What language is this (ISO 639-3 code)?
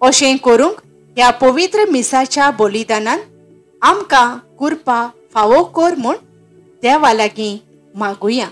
kok